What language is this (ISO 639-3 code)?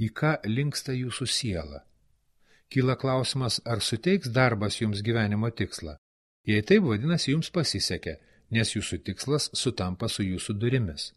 lit